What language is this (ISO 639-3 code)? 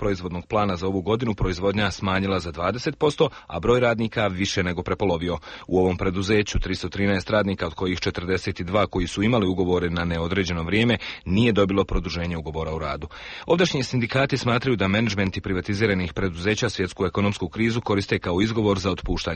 hrv